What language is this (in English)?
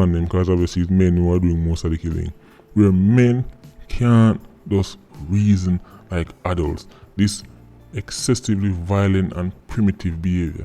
Jamaican Creole English